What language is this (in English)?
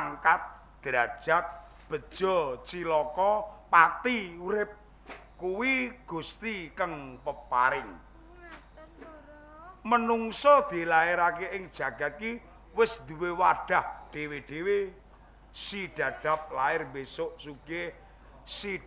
Javanese